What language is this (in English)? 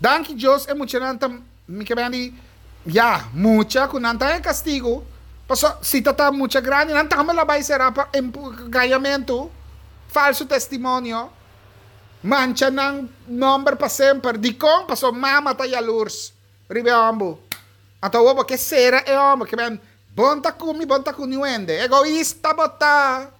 Papiamento